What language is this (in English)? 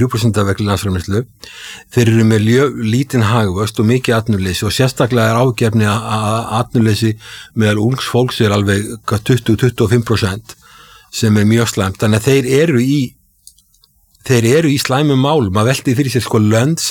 Icelandic